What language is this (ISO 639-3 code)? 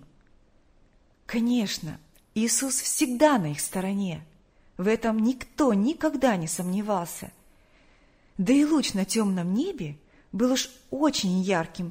rus